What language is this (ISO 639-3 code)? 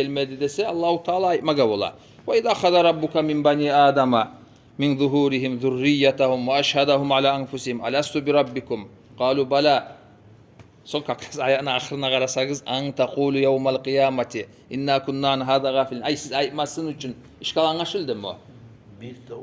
kum